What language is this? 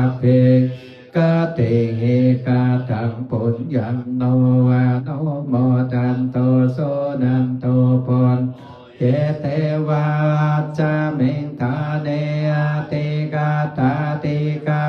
Pali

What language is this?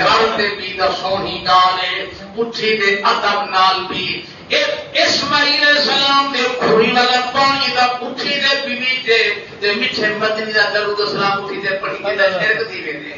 Saraiki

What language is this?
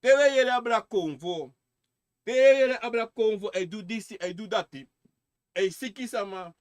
Sranan Tongo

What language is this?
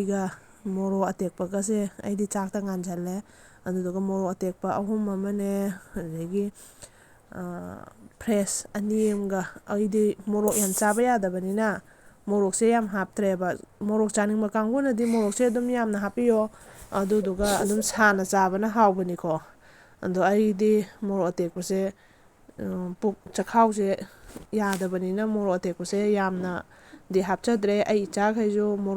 Manipuri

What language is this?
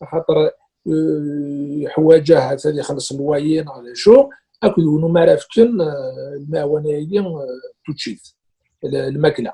Kabyle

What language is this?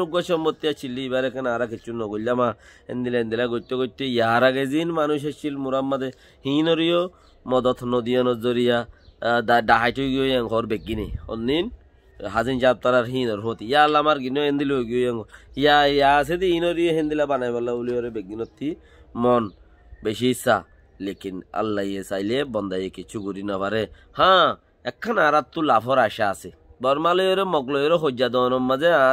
Rohingya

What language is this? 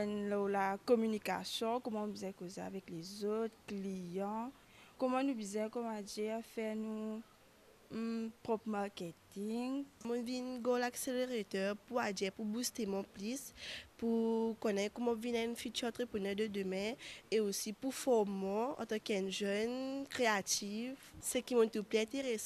Morisyen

